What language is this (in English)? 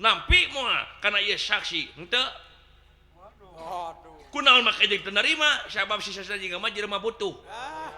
Sundanese